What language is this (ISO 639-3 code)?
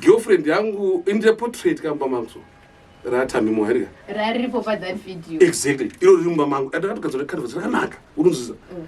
sna